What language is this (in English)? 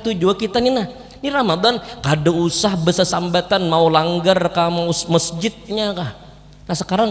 Banjar